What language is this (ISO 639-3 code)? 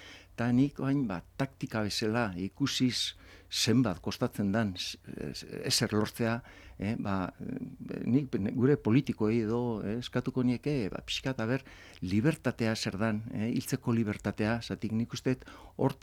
eus